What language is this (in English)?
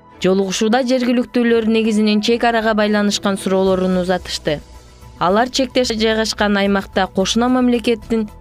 Kyrgyz